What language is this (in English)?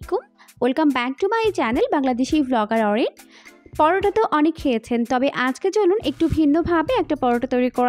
Bangla